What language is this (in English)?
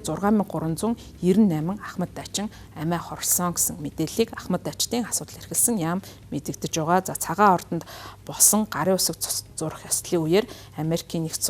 Mongolian